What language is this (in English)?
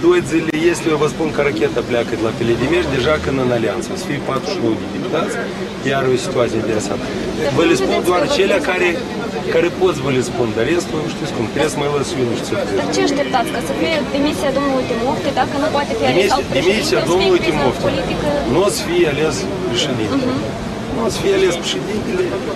Romanian